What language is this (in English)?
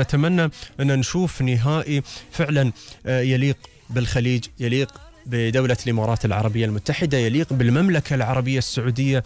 Gulf Arabic